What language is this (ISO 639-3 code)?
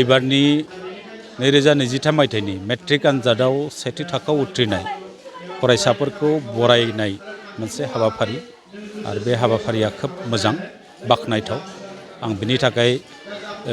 brx